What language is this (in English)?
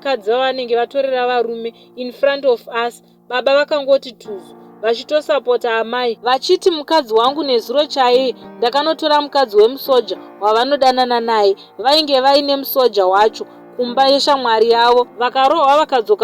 Shona